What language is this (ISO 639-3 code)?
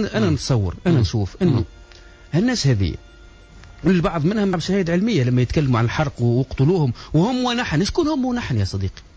aeb